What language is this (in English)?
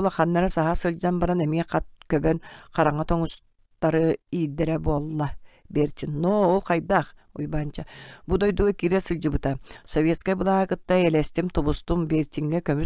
Yakut